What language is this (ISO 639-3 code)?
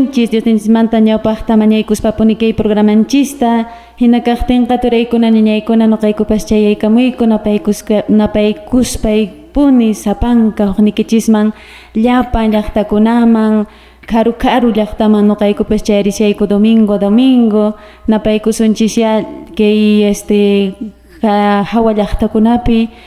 que